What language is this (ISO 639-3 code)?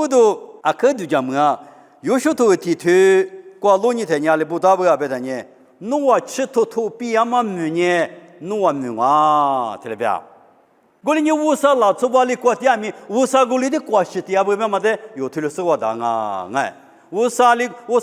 lis